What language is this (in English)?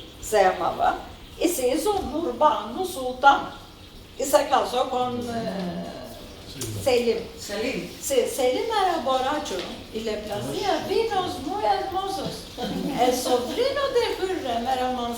Ladino